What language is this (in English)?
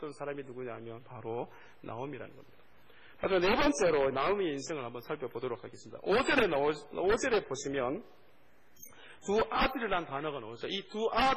Korean